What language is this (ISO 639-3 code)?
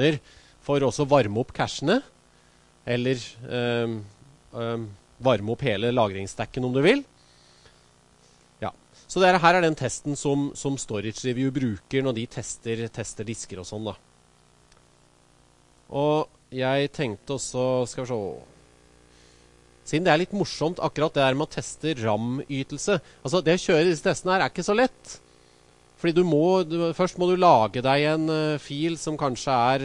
nor